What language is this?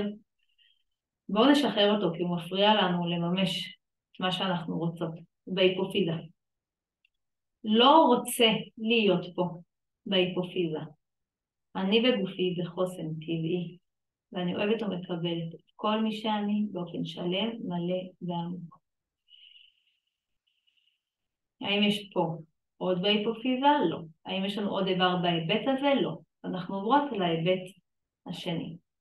Hebrew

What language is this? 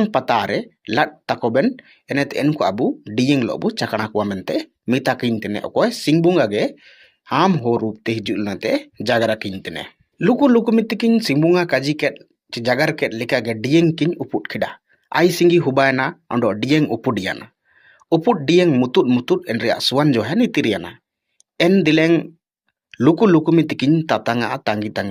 Ho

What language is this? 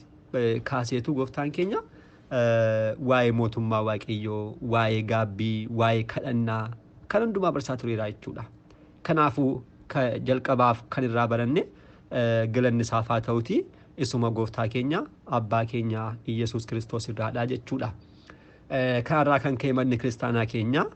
Oromo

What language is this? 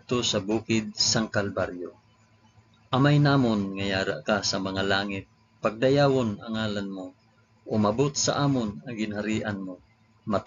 Hiligaynon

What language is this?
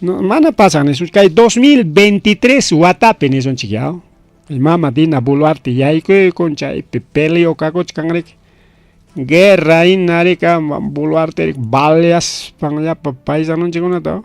Ayacucho Quechua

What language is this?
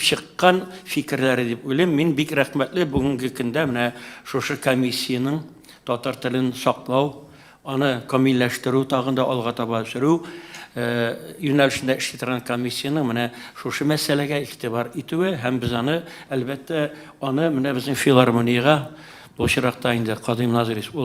Tatar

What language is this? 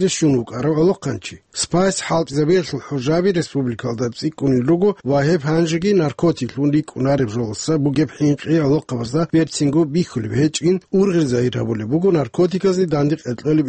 Avaric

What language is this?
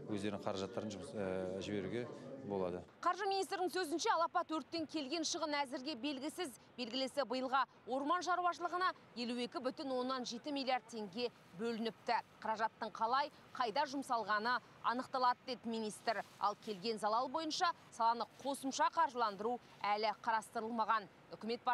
Kazakh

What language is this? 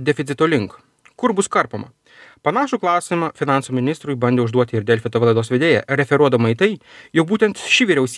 Lithuanian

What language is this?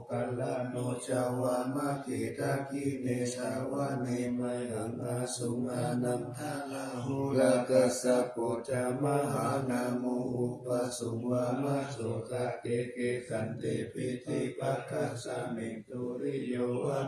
Pali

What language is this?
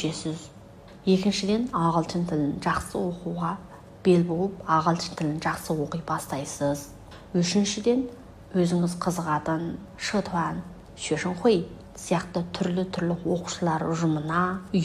Kazakh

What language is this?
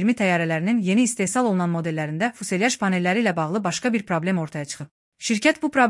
Azerbaijani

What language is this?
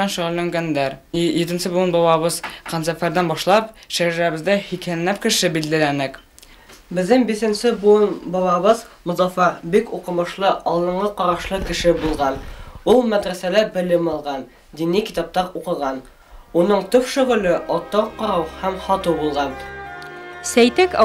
Bashkir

